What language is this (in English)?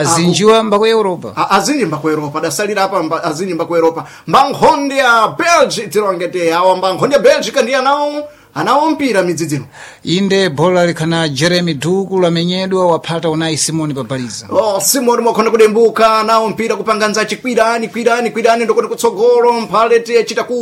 Sena